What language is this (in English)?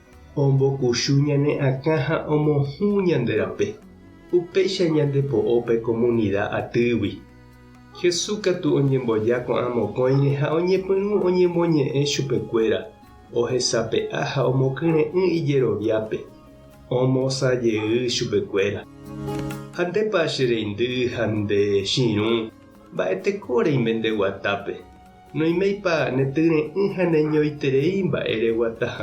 Guarani